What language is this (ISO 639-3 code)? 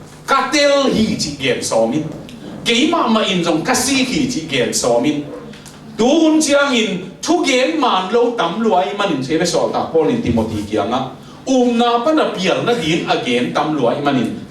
ctd